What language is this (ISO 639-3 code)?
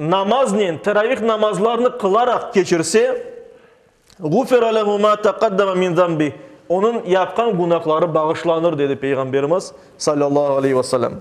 crh